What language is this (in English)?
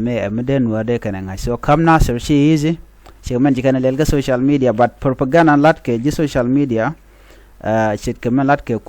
Nuer